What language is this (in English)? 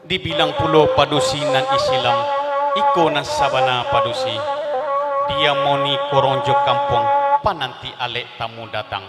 Minangkabau